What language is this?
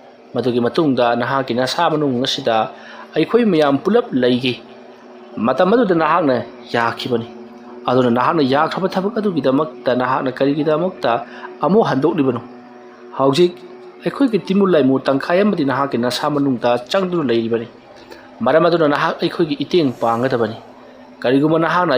Manipuri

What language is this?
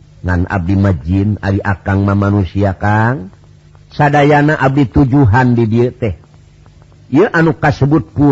Sundanese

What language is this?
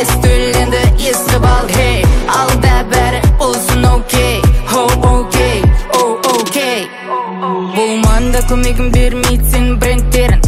Kazakh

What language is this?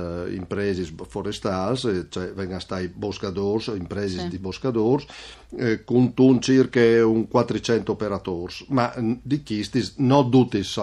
Friulian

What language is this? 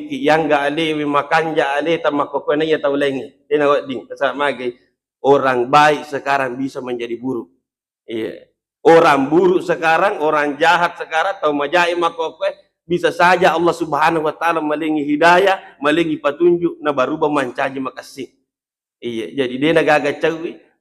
Buginese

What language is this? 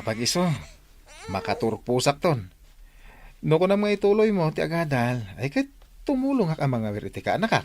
Iloko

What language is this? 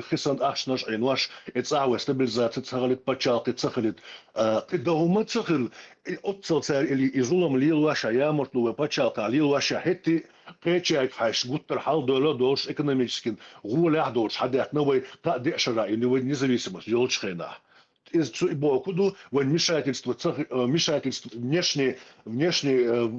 Chechen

